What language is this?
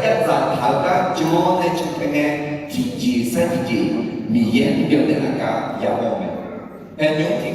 Akha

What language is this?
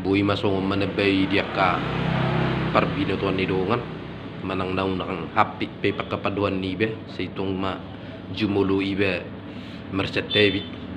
Batak Toba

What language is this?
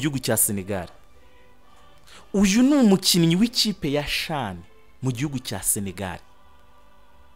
Kinyarwanda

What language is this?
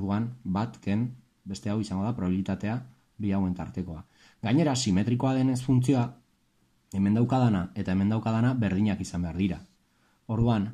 Basque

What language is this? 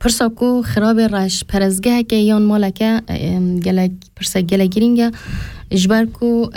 Kurdish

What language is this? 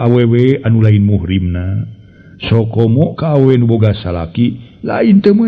Sundanese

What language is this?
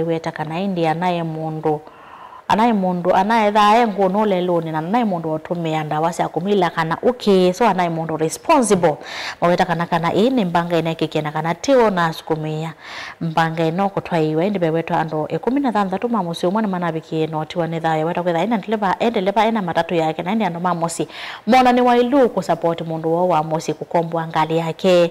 Kamba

